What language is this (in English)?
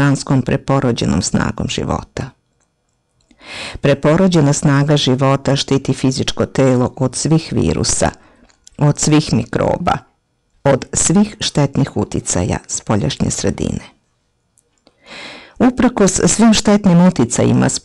Serbian